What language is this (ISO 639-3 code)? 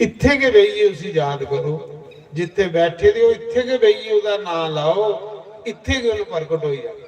doi